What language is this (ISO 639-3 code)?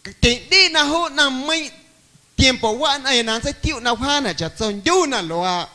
amu